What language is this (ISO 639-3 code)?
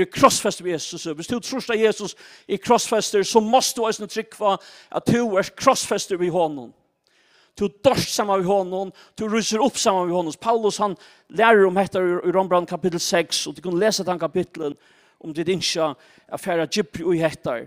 fao